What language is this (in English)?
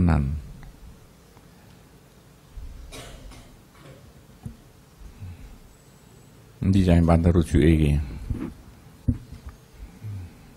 Javanese